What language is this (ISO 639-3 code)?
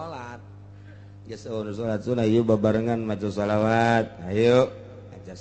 sun